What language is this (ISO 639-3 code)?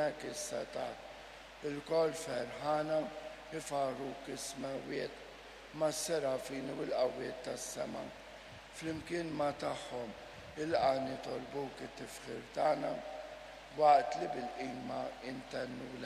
mlt